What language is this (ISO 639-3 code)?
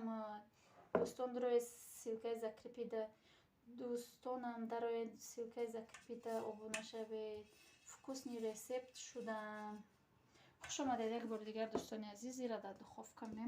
tgk